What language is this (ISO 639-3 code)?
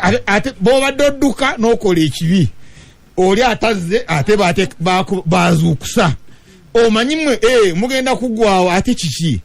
lug